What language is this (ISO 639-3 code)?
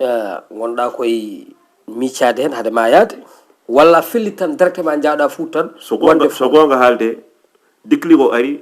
ful